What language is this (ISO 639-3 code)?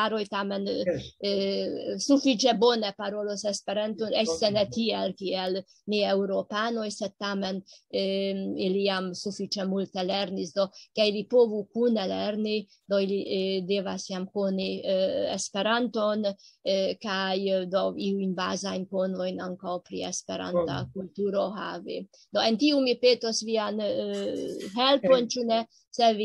epo